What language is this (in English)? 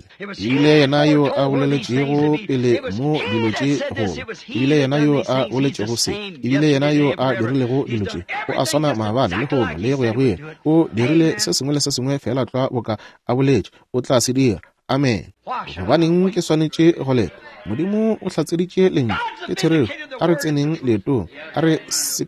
Northern Sotho